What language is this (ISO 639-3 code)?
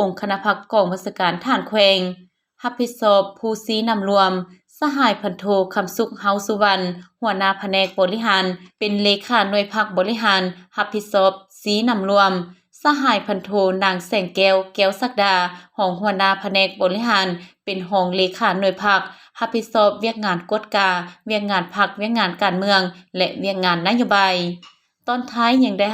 lao